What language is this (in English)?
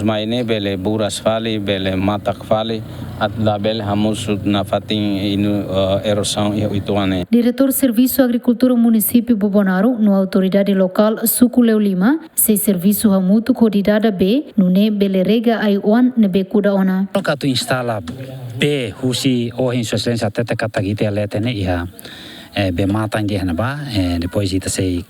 Tetum